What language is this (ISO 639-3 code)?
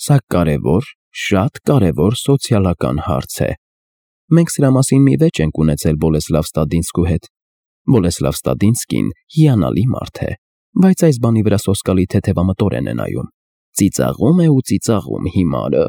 hye